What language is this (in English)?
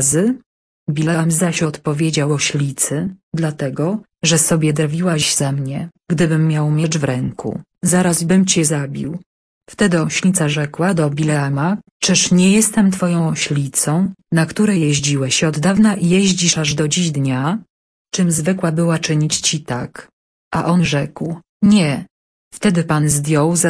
Polish